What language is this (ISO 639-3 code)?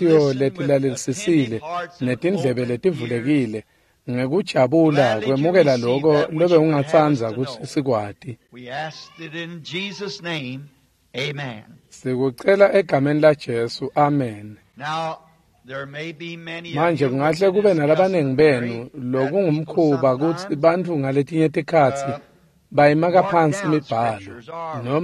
ssw